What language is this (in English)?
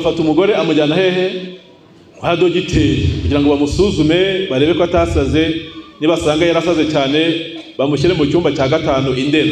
Kinyarwanda